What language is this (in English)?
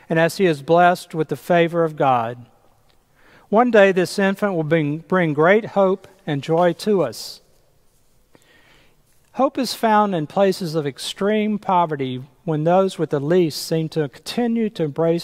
English